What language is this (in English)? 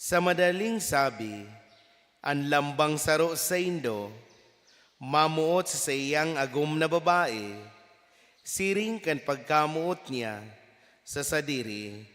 Bikol